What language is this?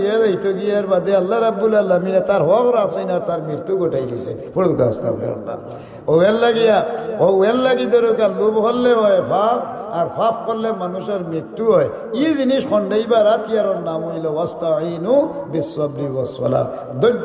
Sylheti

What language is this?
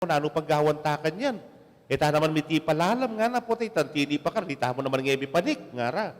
Pampanga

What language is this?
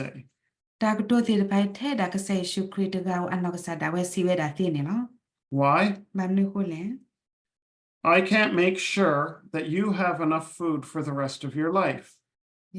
S'gaw Karen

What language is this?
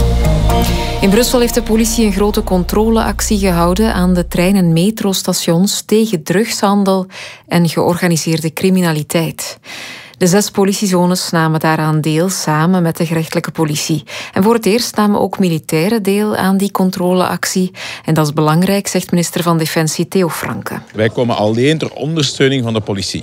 Dutch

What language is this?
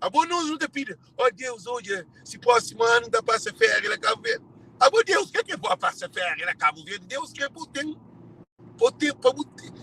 Kabuverdianu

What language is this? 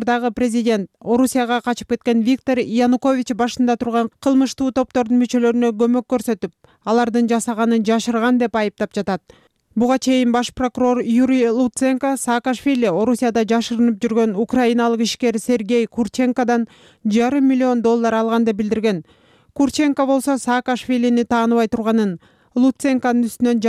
Kyrgyz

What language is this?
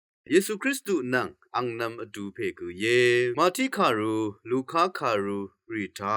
Rawang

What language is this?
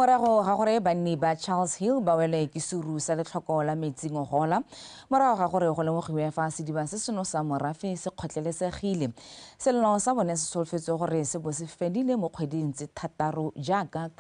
Tswana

